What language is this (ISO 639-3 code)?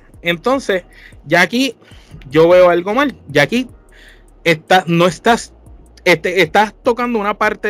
spa